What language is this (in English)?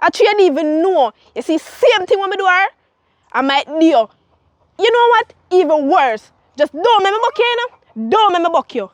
Jamaican Creole English